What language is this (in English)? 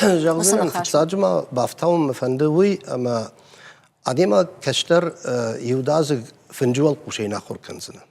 Ossetic